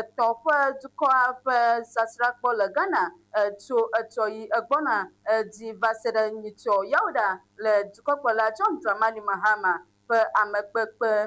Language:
Ewe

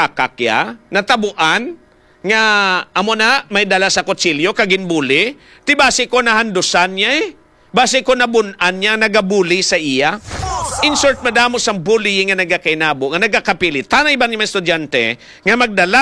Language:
Hiligaynon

